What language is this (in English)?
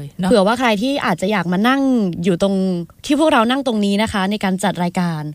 Thai